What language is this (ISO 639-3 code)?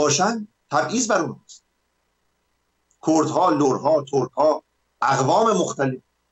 fas